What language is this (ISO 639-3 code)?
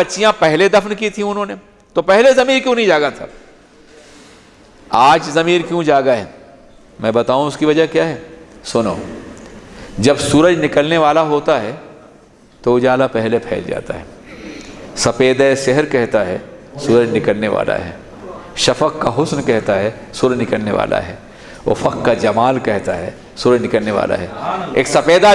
urd